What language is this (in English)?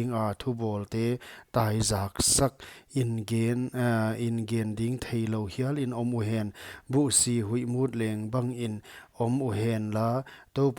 Paite Chin